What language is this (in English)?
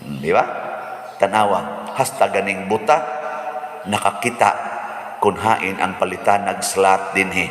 Cebuano